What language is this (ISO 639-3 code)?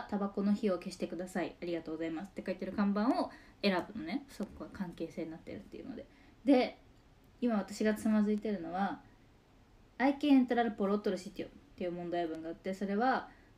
jpn